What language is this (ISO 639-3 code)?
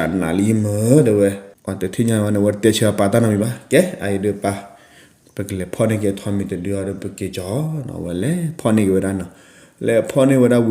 ksw